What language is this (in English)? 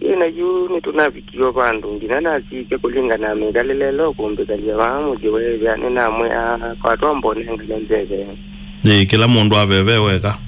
Kamba